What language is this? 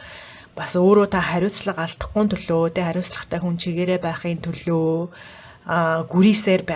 Mongolian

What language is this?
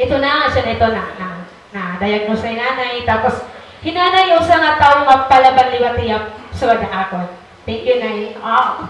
Waray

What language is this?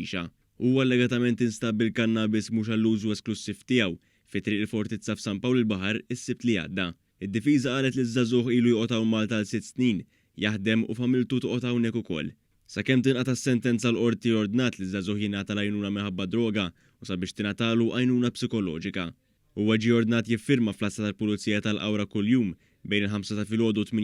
Maltese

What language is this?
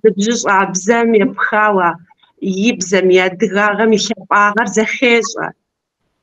Kabardian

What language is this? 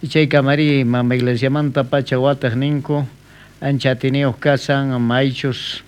South Bolivian Quechua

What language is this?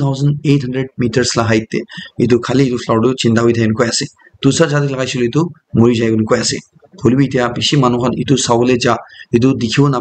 Naga Pidgin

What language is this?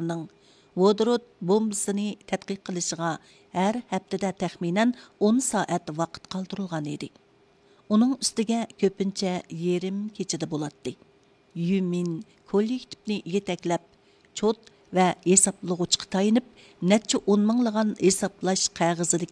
Uyghur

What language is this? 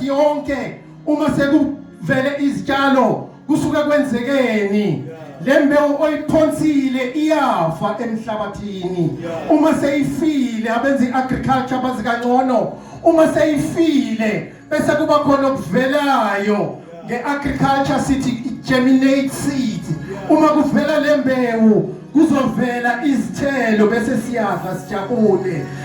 Zulu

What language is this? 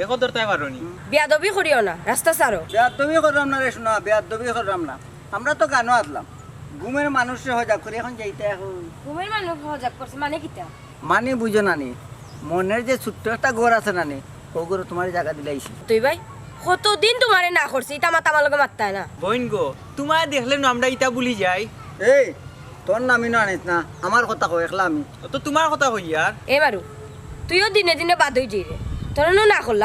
Sylheti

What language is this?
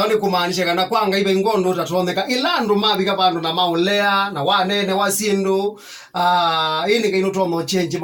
Kamba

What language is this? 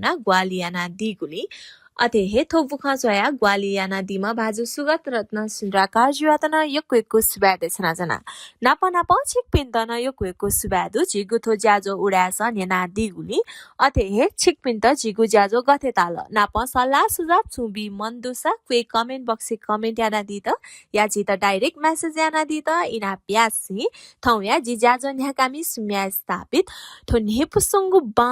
Newari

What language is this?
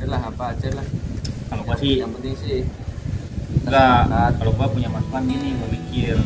Betawi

